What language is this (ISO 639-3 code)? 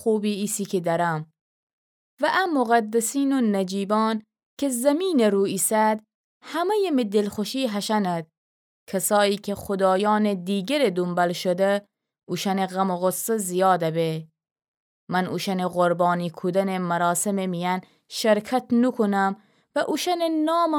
glk